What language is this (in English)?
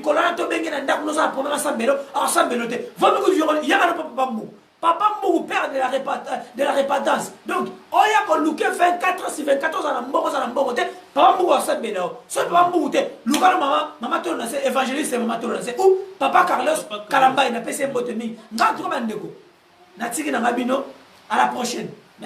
Lingala